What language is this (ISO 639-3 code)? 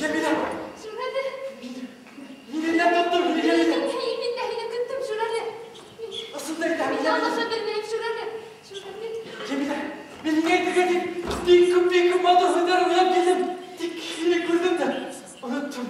bak